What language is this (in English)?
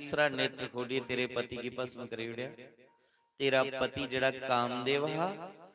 Dogri